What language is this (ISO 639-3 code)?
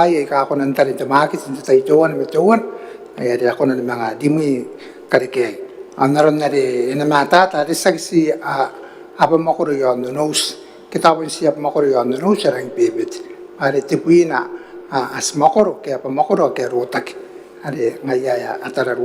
gil